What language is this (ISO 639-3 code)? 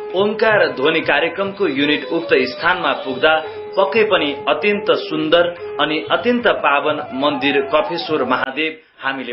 nep